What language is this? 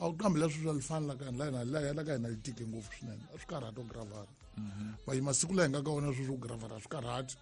Tsonga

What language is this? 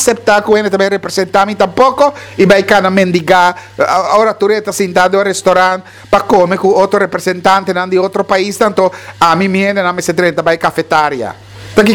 Papiamento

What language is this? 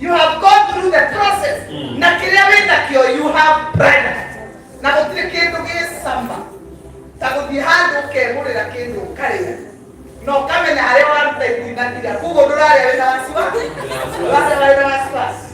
Kikuyu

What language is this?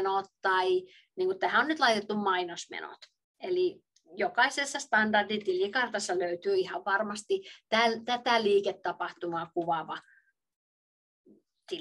Finnish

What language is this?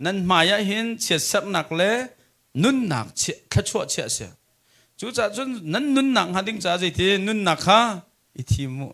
Hakha Chin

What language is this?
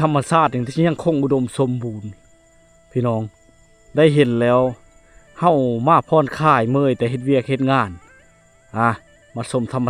Lao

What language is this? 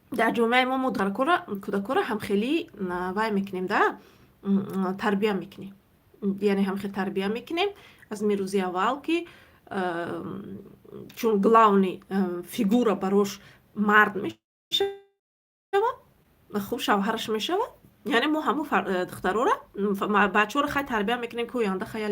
Tajik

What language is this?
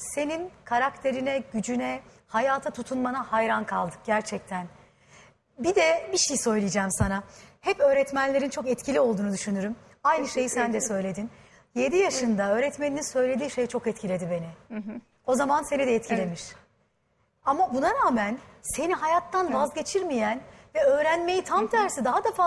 Turkish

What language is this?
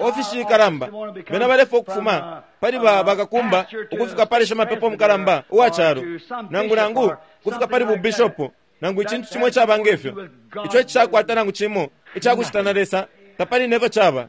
Bemba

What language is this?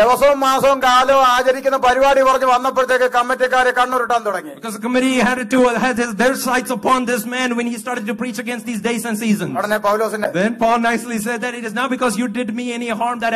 Malayalam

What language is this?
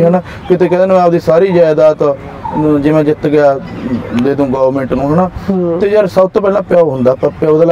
Punjabi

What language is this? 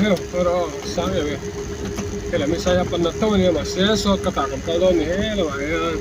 Mizo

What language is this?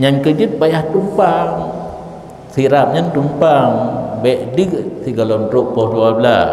Achinese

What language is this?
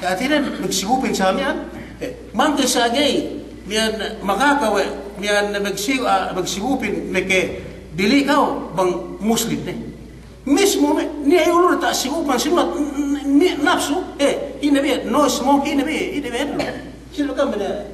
Yakan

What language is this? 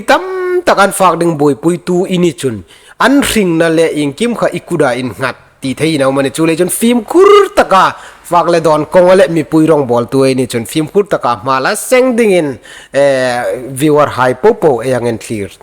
Hmar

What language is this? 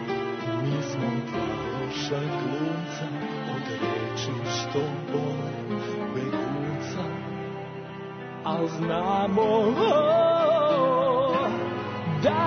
Serbian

